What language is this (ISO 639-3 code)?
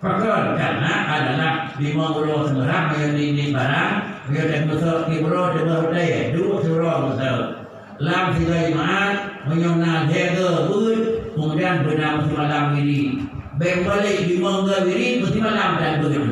ace